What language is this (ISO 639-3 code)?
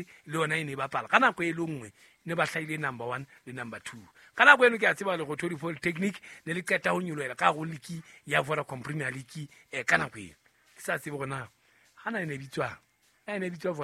sot